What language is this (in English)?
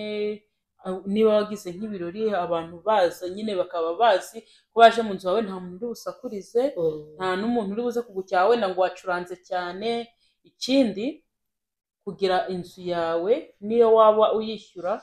Kinyarwanda